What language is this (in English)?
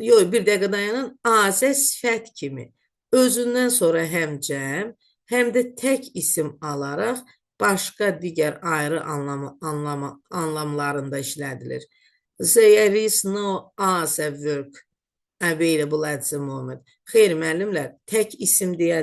Azerbaijani